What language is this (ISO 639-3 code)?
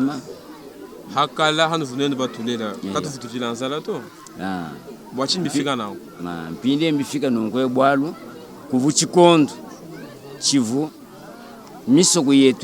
lua